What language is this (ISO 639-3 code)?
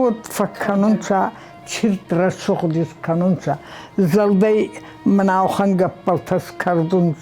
oss